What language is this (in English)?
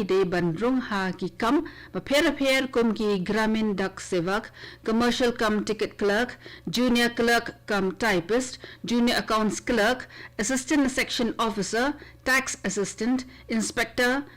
Khasi